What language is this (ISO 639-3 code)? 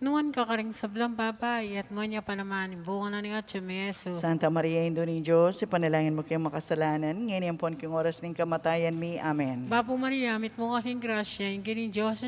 pam